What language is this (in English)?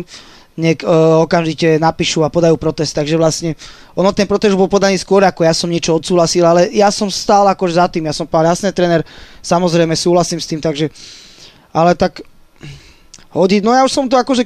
Slovak